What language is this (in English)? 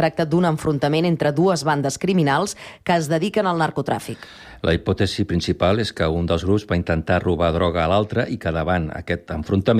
Catalan